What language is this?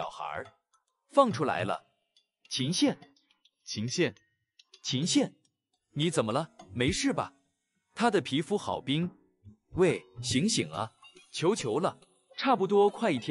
Chinese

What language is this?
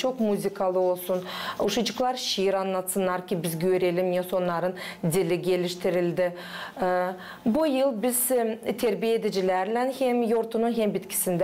Gagauz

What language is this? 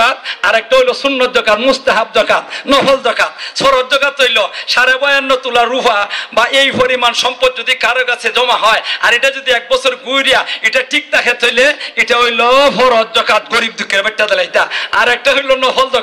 Sylheti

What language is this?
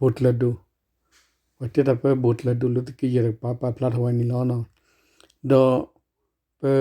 S'gaw Karen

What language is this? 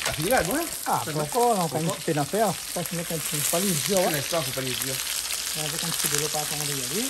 Réunion Creole French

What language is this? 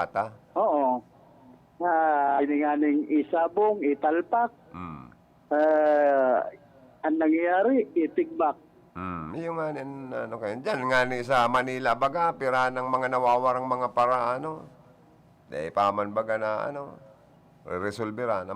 Bikol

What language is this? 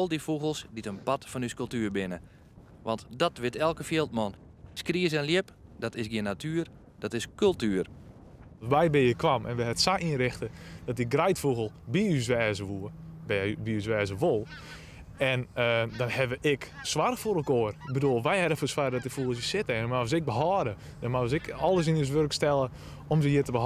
Western Frisian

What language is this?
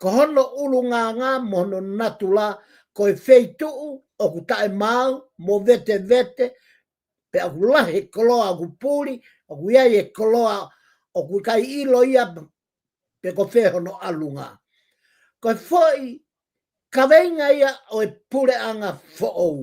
Tongan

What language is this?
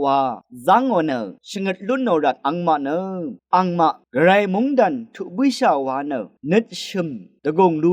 Rawang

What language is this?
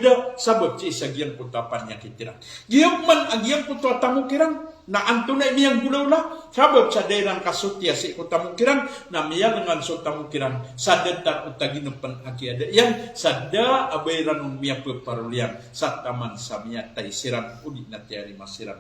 Maranao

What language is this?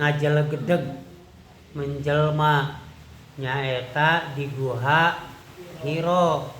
Sundanese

